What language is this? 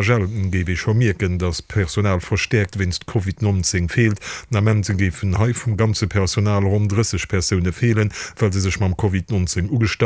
Luxembourgish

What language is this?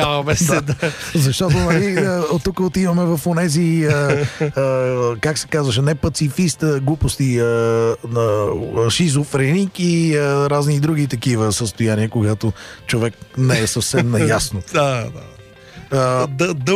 Bulgarian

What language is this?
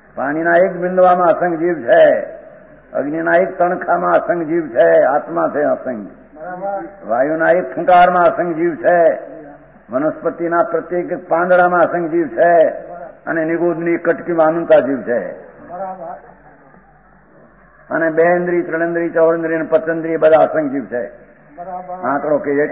Gujarati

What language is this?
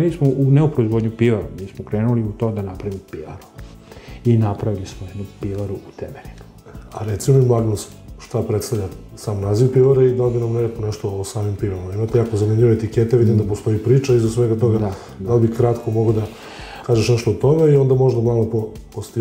Serbian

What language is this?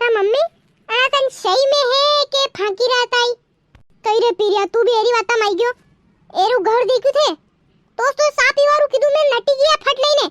Rajasthani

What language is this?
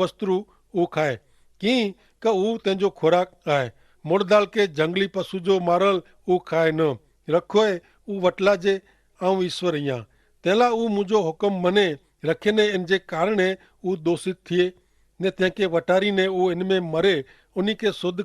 Kachhi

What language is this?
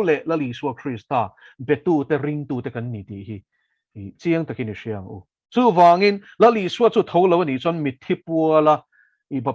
Mizo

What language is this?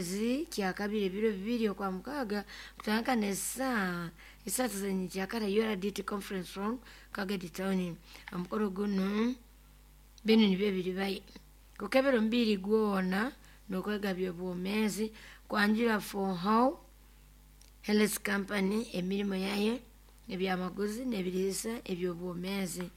Nyoro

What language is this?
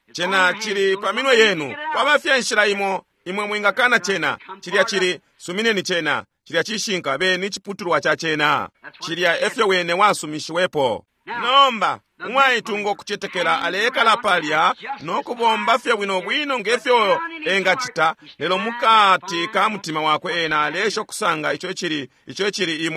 Bemba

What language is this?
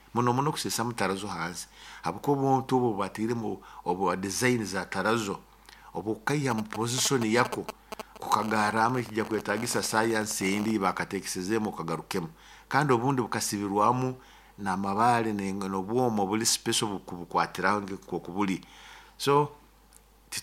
Nyoro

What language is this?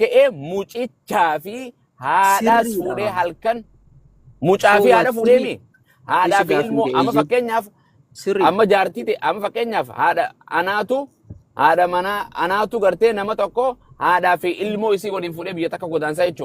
Oromo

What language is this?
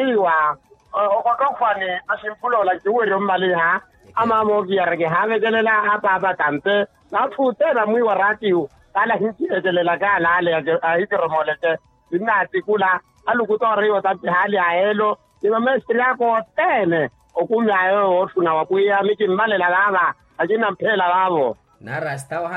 Makhuwa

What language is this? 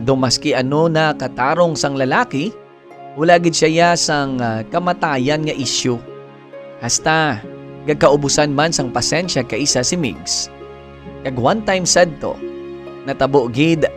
Hiligaynon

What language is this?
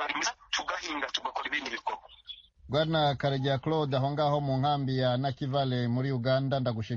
Kinyarwanda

